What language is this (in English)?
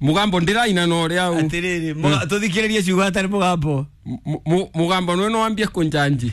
Kikuyu